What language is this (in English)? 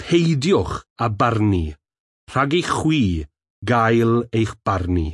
Welsh